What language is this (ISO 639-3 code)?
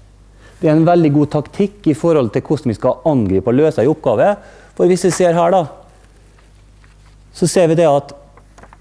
nor